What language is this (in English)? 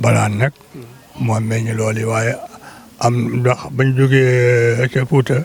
Wolof